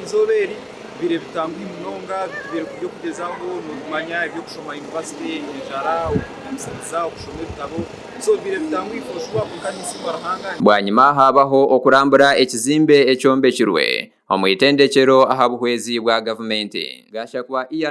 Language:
Nyankole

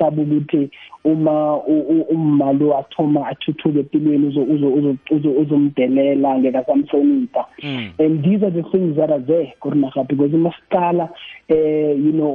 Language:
South Ndebele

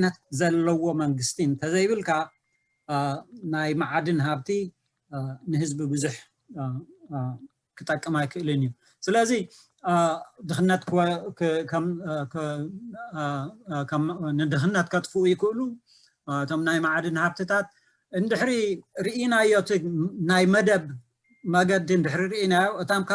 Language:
Tigrinya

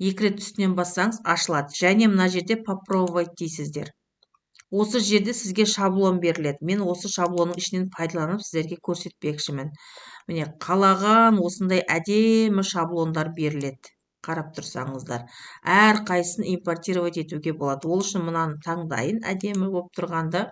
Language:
Kazakh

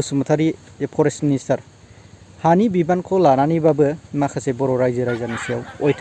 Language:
Bodo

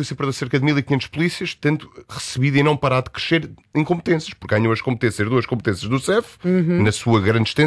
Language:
Portuguese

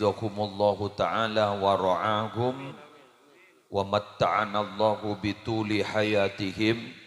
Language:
Madurese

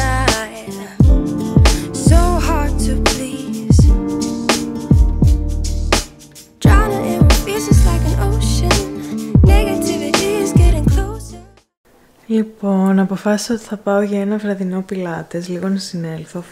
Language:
Greek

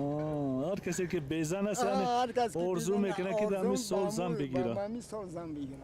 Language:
Persian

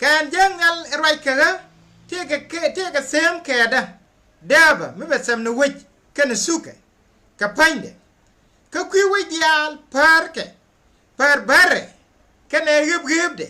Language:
Nuer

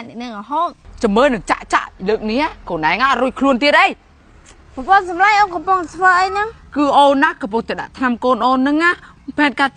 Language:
Khmer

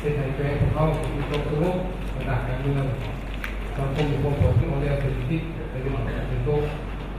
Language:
Lao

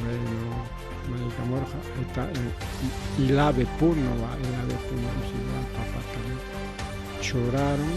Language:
Ayacucho Quechua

